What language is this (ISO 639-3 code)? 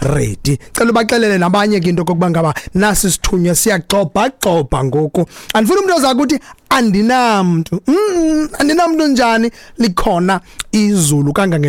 xho